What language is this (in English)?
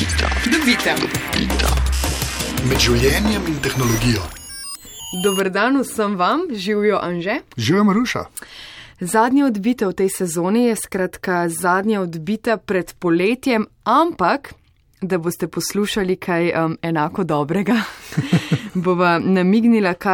Slovenian